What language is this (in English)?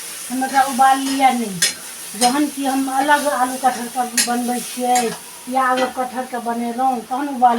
Maithili